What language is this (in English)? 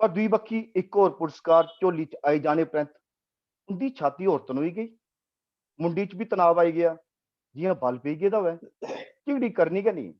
Dogri